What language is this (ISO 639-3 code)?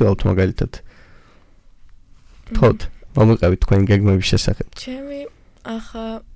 kat